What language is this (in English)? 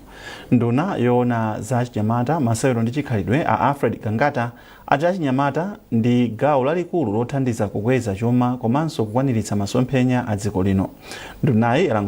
Nyanja